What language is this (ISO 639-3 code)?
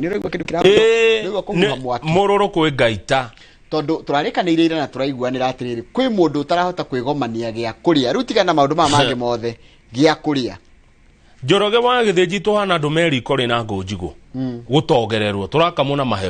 kik